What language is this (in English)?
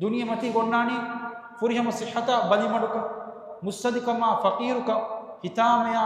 Divehi